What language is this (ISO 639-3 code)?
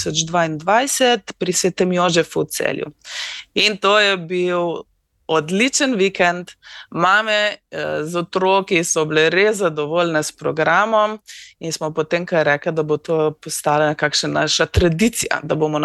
slv